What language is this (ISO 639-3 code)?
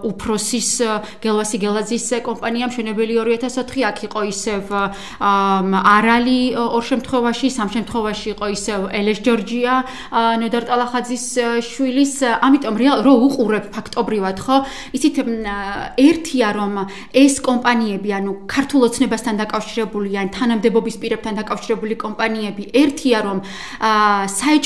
kat